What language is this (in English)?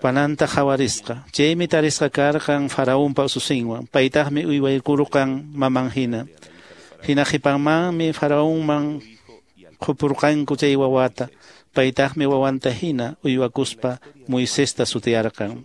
Quechua